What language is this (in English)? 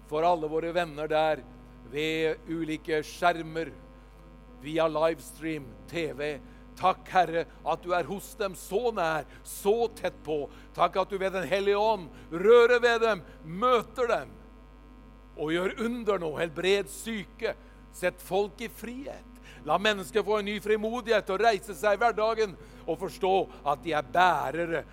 Norwegian